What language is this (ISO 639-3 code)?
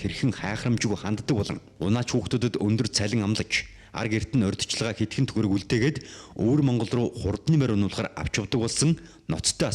mon